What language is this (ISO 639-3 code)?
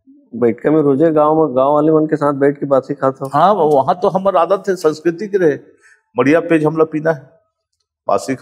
hne